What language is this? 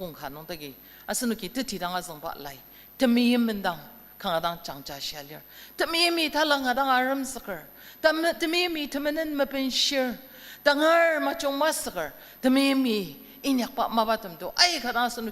Ao Naga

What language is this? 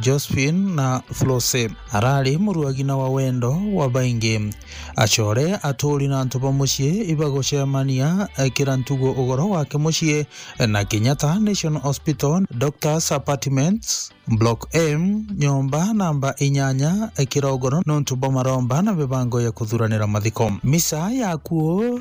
Meru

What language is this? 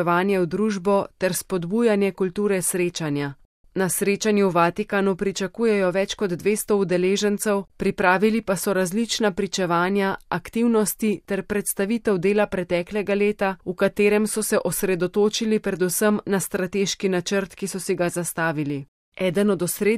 Slovenian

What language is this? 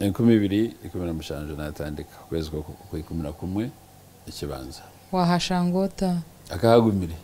Nyankole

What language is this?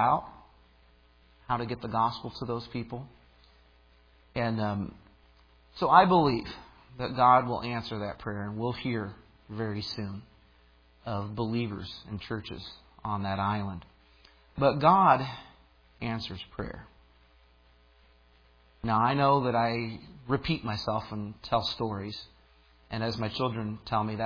English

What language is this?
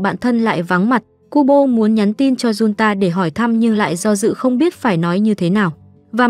Vietnamese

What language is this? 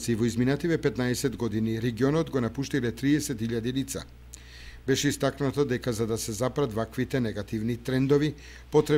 Macedonian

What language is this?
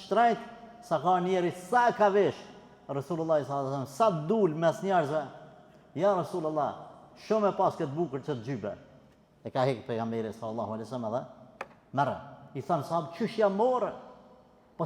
Albanian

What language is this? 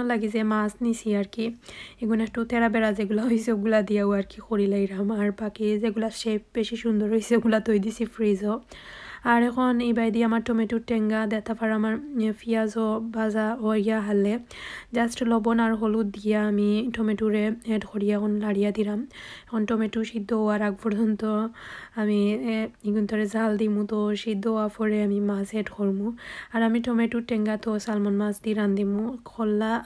Sylheti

